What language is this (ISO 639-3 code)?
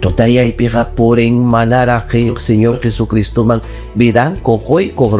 quy